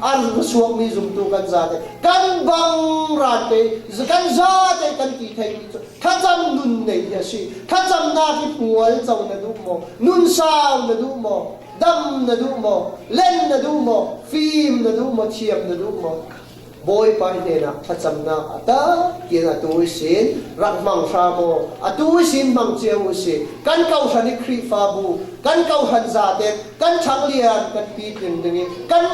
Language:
Falam Chin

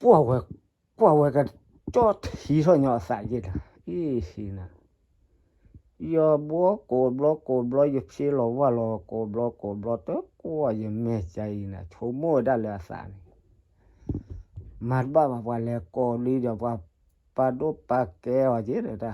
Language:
S'gaw Karen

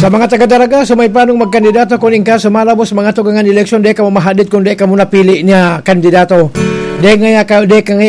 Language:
Bikol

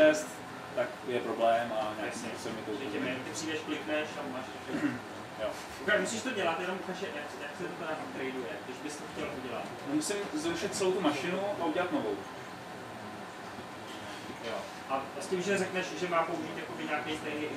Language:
Czech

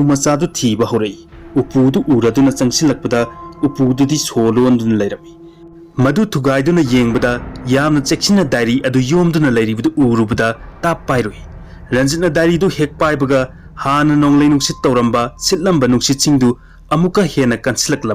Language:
Manipuri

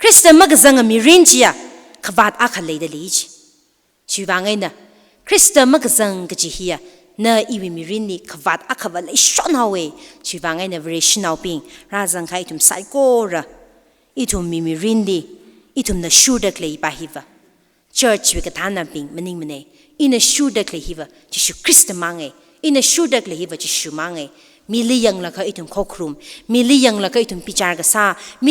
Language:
Tangkhul Naga (India)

